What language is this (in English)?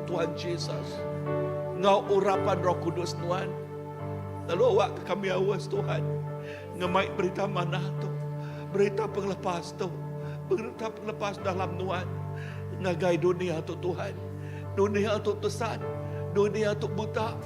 Iban